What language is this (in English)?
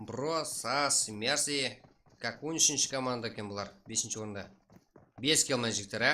Kara-Kalpak